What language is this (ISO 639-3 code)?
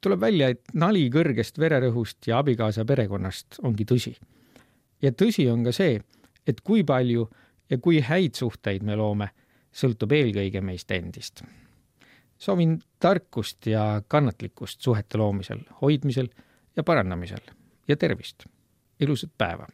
est